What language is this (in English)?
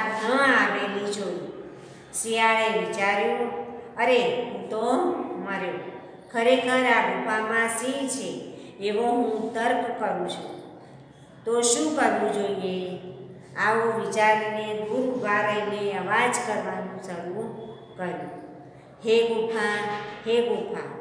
Gujarati